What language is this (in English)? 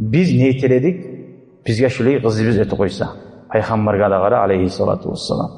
Kumyk